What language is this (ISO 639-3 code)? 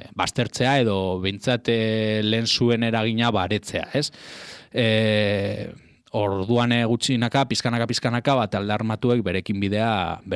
eus